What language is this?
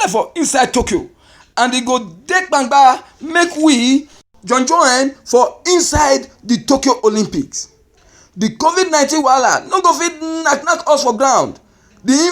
Nigerian Pidgin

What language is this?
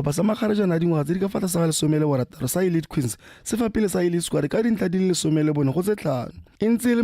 Tswana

